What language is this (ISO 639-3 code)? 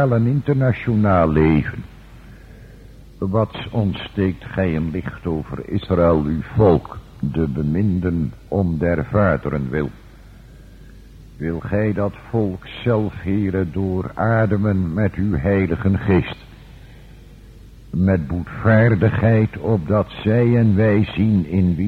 nld